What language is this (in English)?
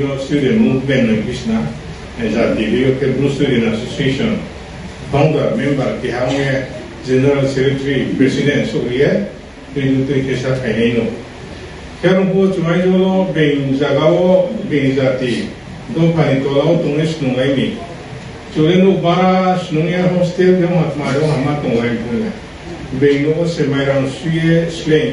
Riang (India)